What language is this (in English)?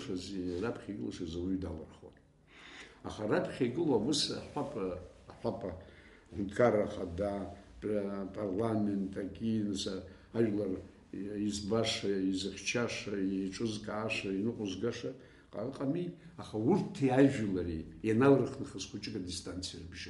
Abkhazian